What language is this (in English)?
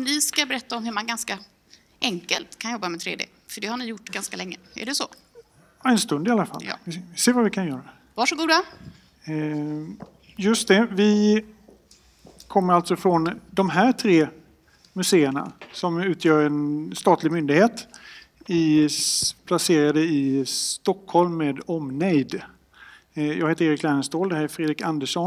Swedish